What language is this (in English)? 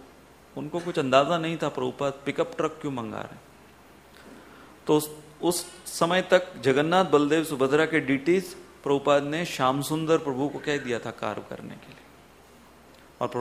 Hindi